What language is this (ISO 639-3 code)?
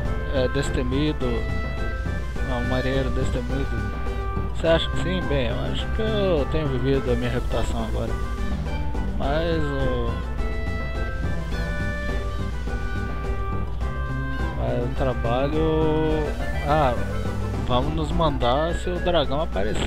por